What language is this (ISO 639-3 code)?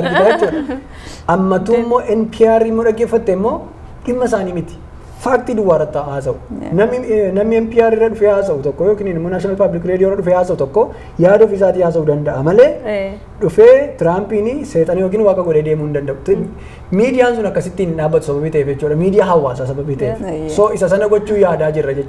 orm